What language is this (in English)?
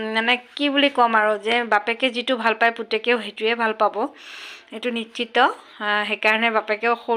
Assamese